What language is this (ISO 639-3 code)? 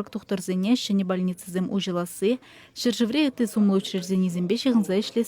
chv